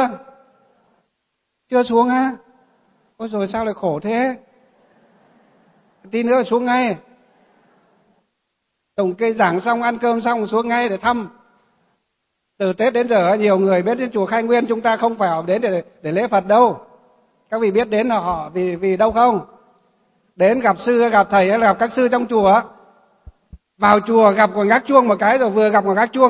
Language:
Vietnamese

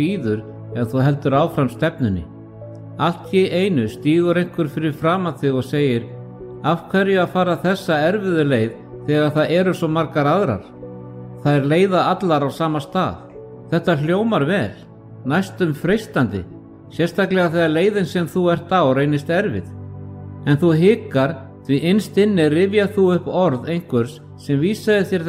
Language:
Icelandic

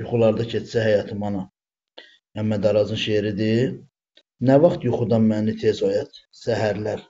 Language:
Azerbaijani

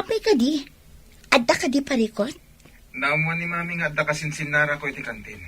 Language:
Iloko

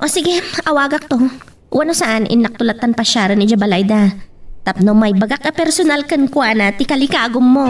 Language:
Iloko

